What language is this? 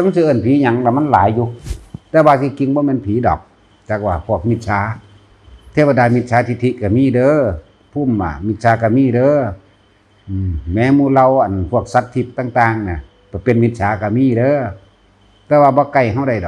Lao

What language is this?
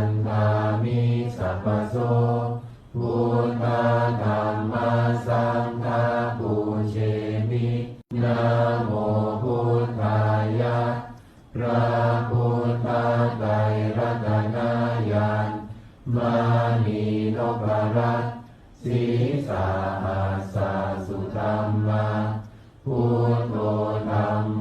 Pali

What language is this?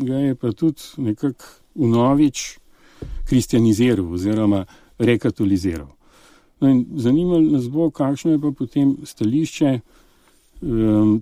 Slovenian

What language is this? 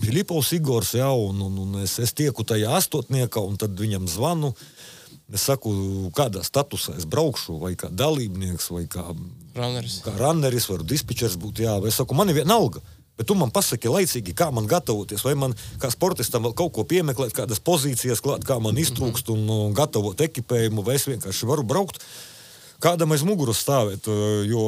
Latvian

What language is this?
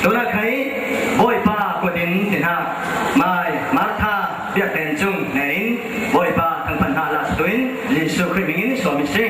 Falam Chin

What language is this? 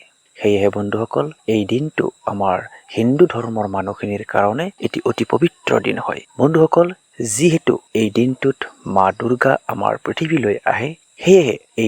Assamese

